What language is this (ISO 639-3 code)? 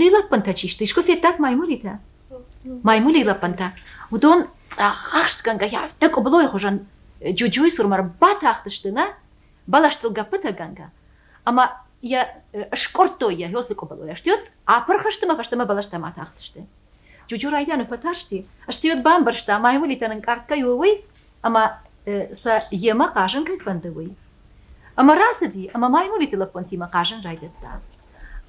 oss